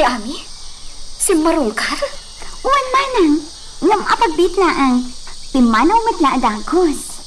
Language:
Iloko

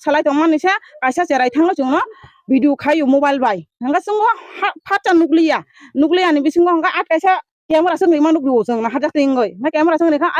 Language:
Kok Borok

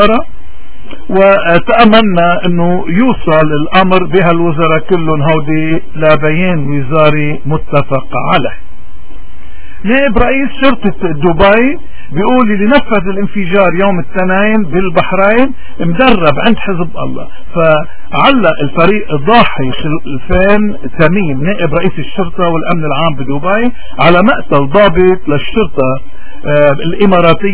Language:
North Levantine Arabic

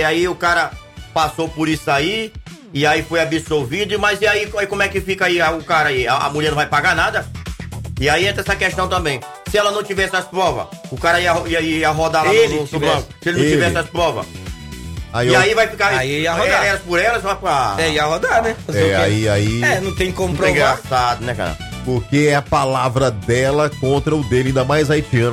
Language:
Portuguese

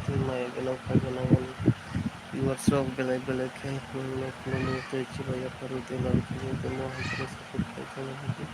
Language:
Kok Borok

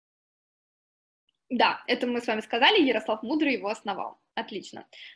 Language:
Russian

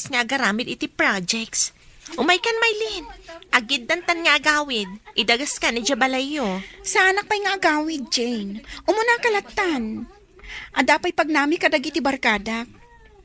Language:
Iloko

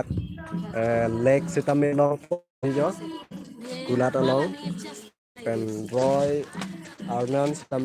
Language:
Karbi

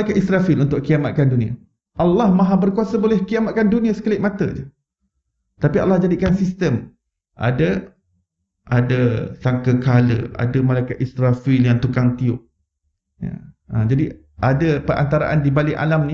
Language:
Malay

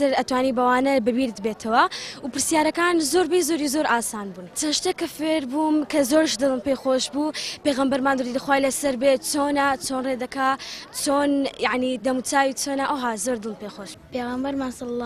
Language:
Central Kurdish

